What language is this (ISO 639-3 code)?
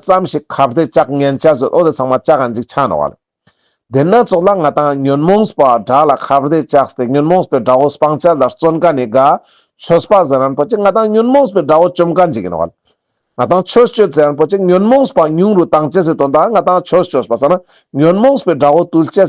lbj